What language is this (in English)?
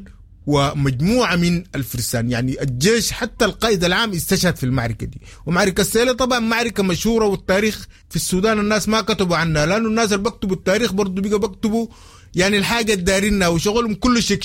Sudanese Arabic